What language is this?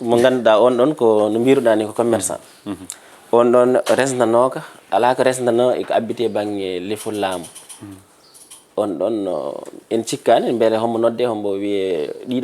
Fula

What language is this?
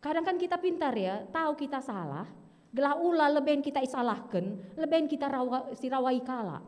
Batak Karo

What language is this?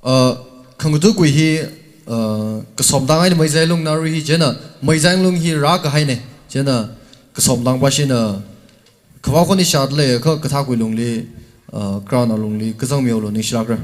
Tangkhul Naga (India)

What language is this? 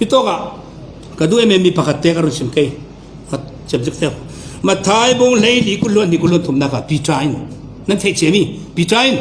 Falam Chin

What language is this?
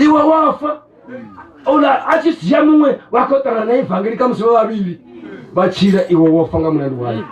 Venda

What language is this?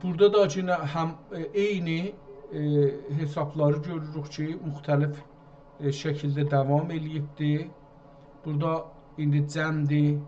South Azerbaijani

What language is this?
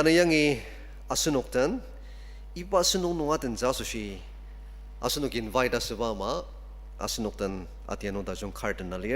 Ao Naga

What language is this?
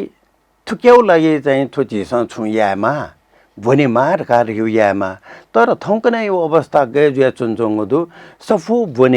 Newari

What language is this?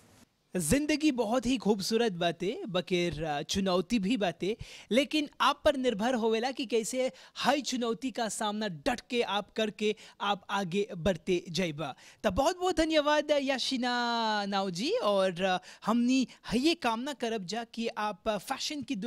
Bhojpuri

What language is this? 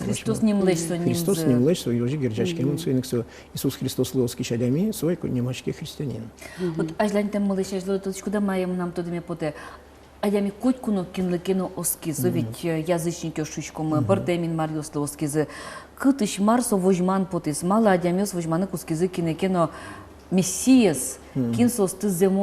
Udmurt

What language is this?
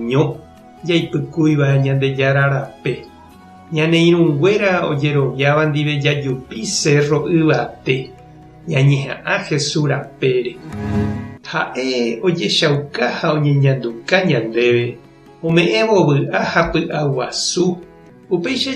Guarani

